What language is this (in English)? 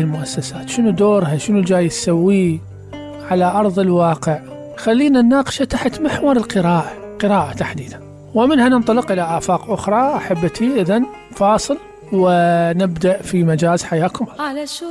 Mesopotamian Arabic